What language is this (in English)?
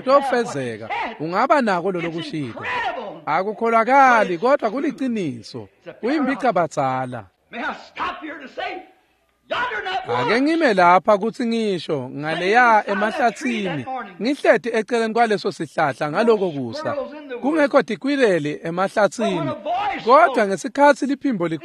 Swati